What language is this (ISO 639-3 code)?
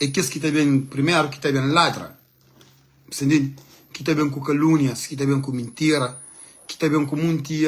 kea